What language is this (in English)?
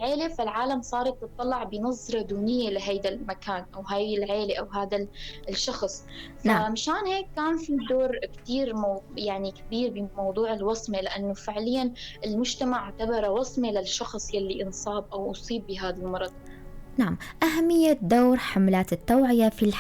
North Levantine Arabic